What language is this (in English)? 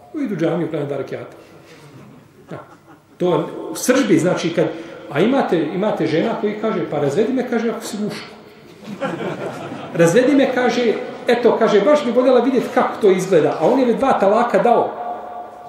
Bosnian